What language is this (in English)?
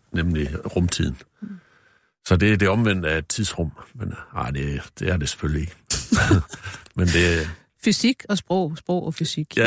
Danish